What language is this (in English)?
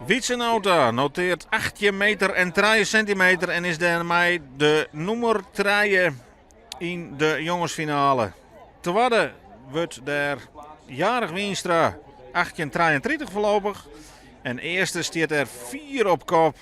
Western Frisian